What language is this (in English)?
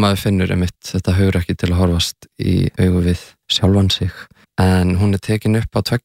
Icelandic